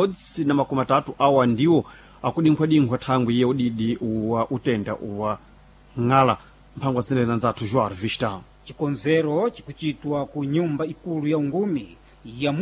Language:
Sena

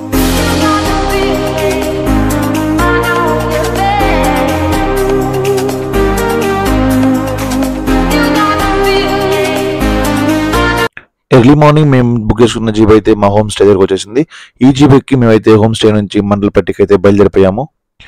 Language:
Telugu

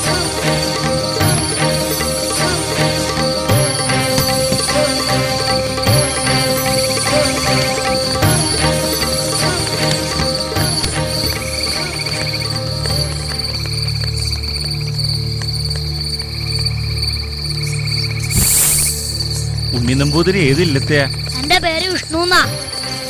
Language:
Malayalam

